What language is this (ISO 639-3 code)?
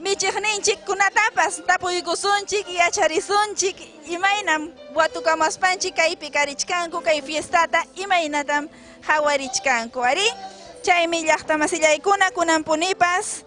quy